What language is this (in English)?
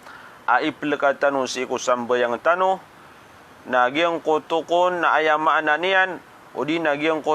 Maranao